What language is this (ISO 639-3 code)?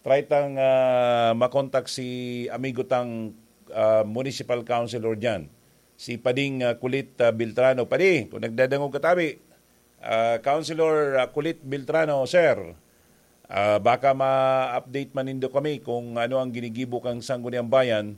bik